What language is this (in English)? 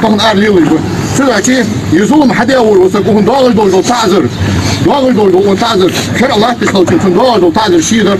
Ingush